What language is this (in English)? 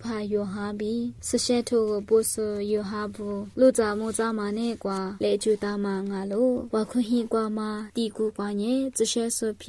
Lisu